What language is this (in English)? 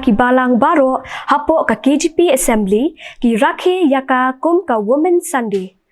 Khasi